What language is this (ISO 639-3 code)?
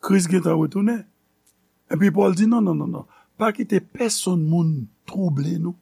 hat